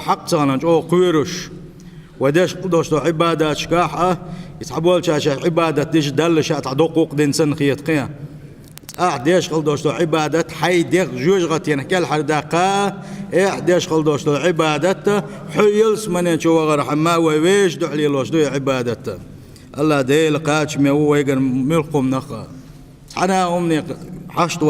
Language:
Chechen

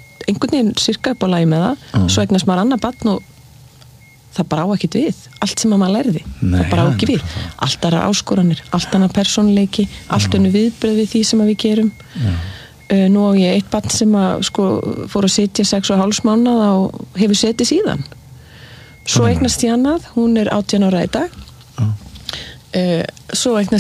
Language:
Icelandic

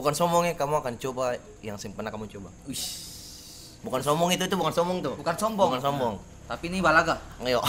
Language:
Ambonese Malay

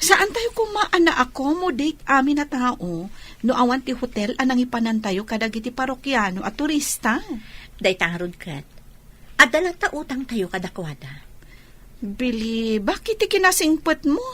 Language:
Iloko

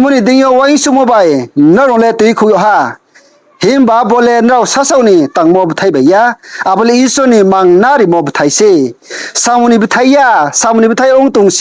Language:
Riang (India)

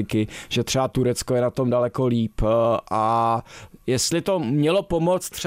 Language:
Czech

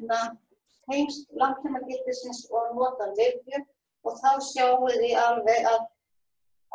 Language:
Icelandic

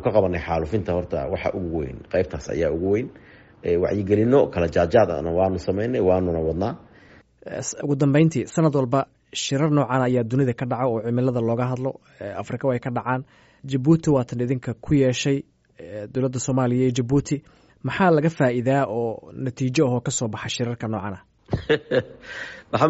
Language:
Somali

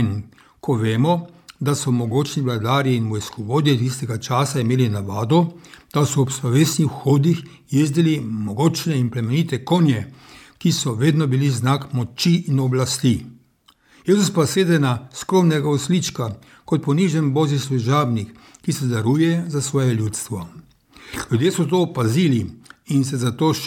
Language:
Slovenian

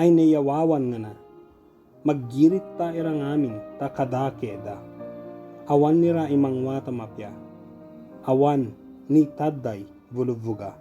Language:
Ibanag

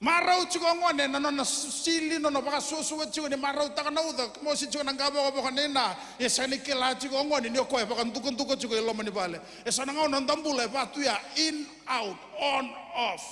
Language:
Fijian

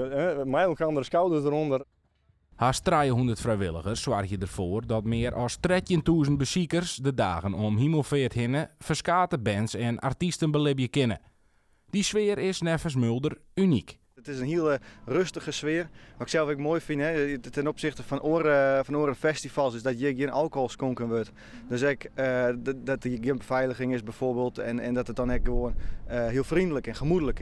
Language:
Western Frisian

